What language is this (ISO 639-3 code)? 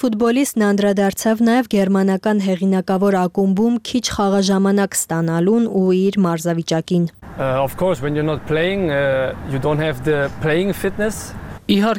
hye